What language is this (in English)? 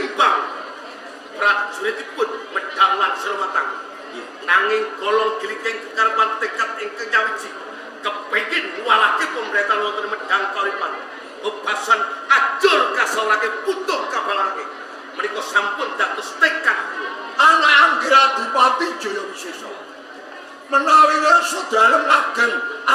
Javanese